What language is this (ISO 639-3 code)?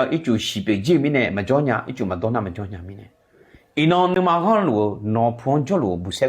ahk